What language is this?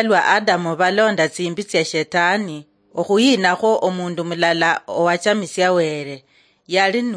Luyia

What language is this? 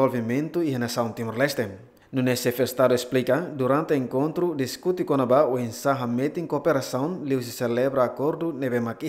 Tetum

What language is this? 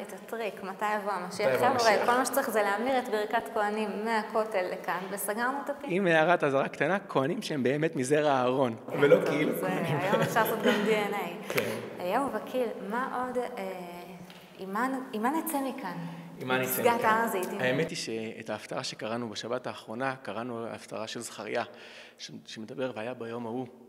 Hebrew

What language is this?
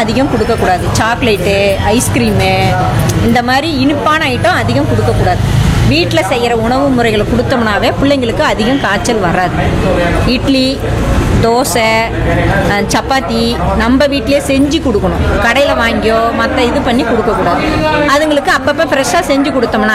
Tamil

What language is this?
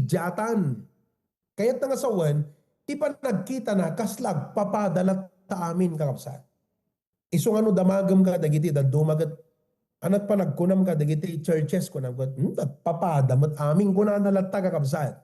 Iloko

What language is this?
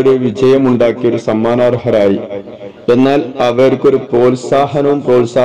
Malayalam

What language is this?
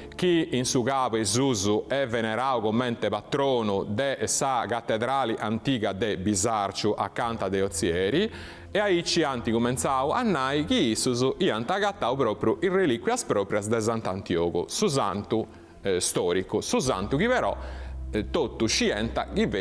Sardinian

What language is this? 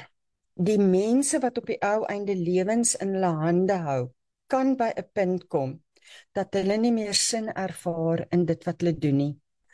Afrikaans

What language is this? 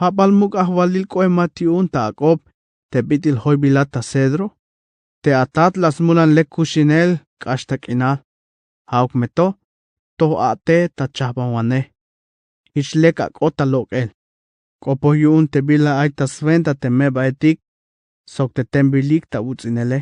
Tzeltal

